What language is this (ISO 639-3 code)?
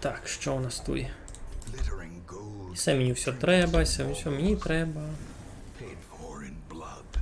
rue